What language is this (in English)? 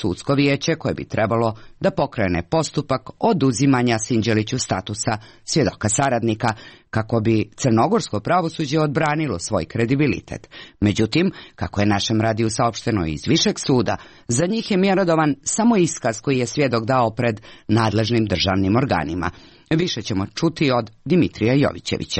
Serbian